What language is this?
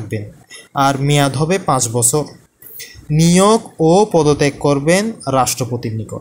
Bangla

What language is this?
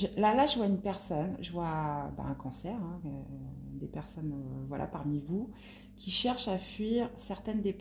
French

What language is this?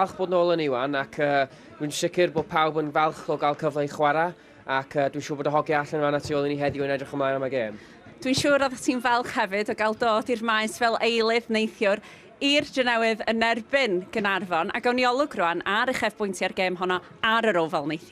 Welsh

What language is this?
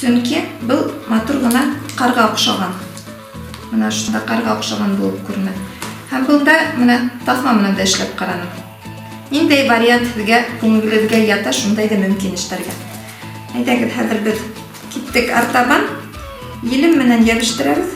Bashkir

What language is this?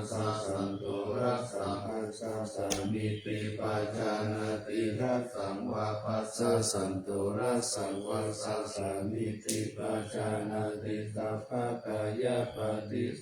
Pali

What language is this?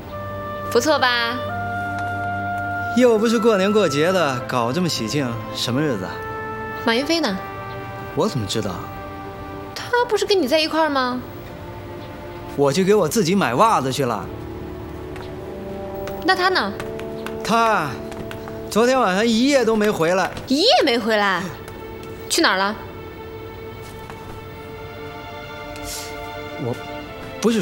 Chinese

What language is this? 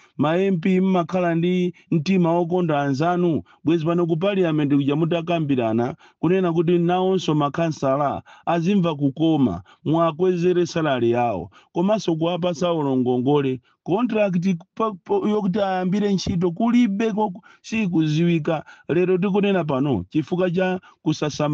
Nyanja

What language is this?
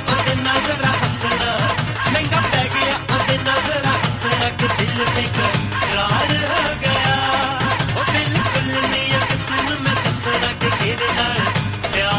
Punjabi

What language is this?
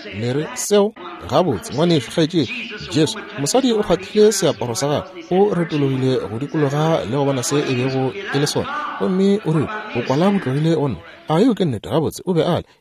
Northern Sotho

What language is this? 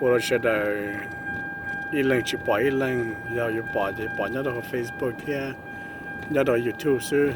Hmong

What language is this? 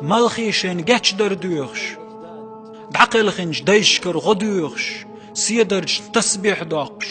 Chechen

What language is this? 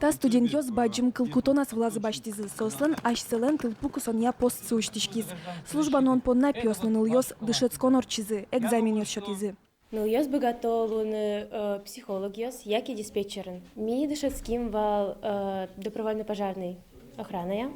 Udmurt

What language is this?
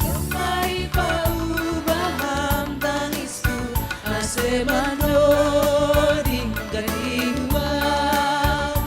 Batak Simalungun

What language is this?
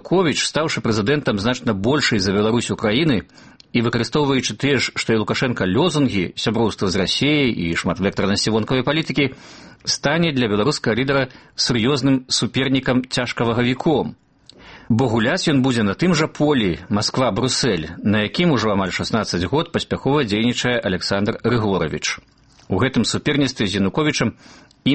Belarusian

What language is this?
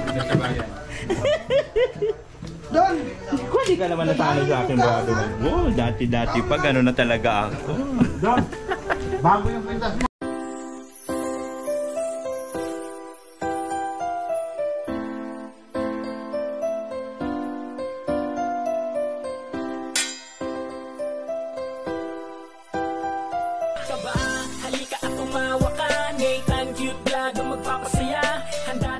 Filipino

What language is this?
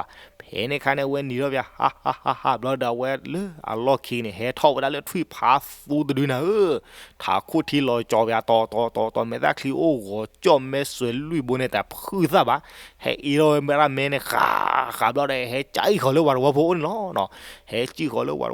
S'gaw Karen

